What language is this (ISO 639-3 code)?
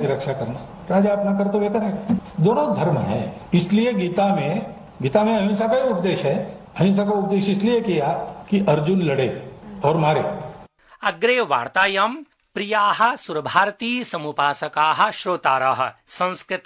san